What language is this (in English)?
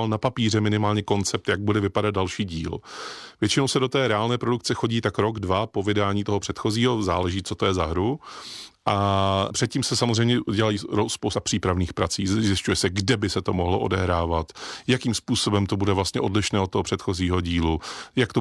Czech